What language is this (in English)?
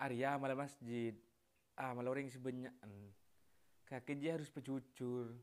Madurese